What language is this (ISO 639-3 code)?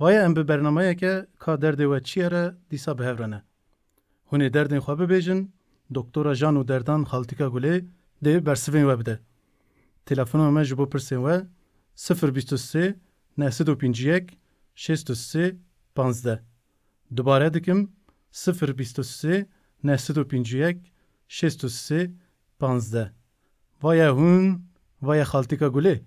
kur